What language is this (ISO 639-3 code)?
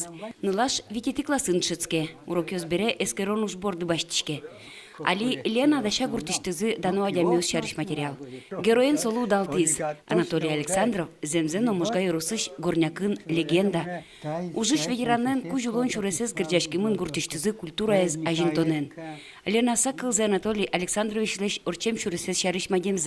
udm